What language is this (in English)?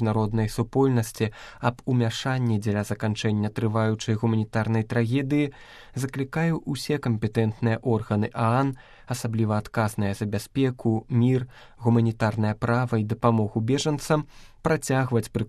Belarusian